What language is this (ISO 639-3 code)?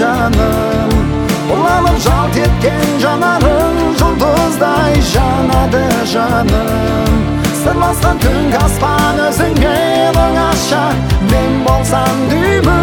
kaz